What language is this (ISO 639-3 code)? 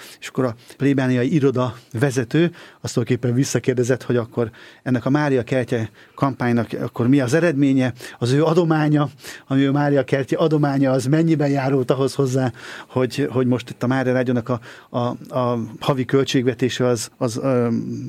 hun